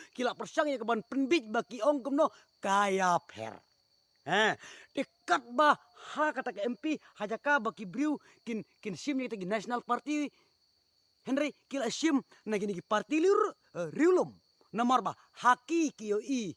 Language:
Khasi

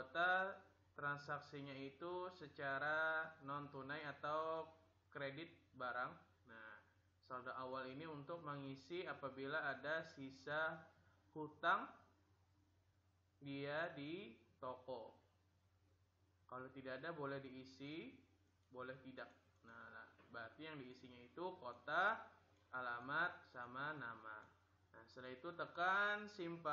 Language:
Indonesian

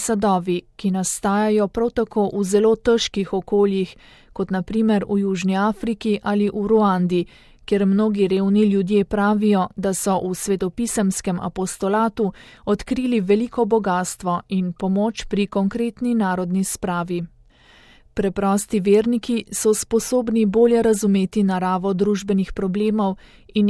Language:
Slovenian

